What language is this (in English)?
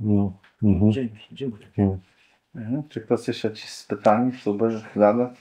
Kashubian